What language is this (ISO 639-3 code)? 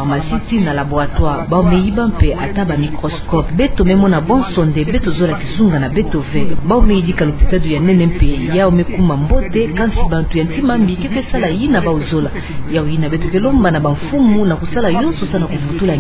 ktu